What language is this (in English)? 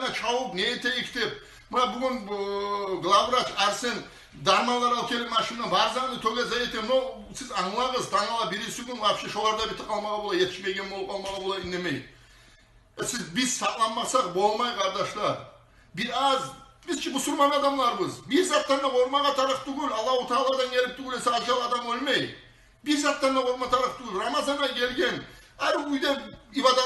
Kumyk